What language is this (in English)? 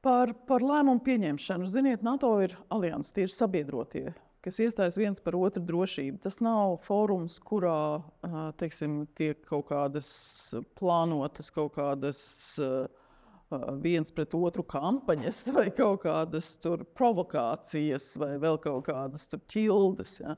Latvian